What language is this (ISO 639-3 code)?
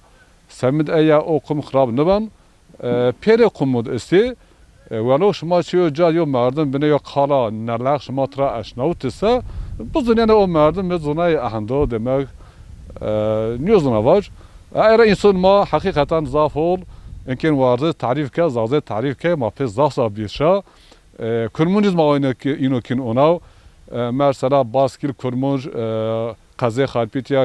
zza